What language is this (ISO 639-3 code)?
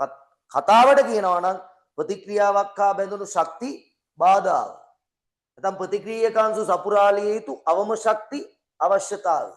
sin